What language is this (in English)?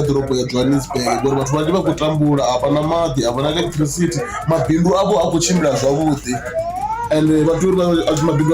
Venda